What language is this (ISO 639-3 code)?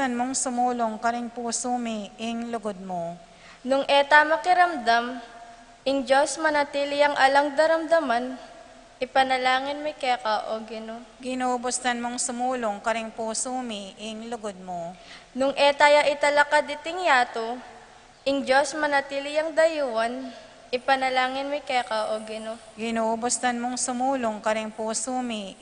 pam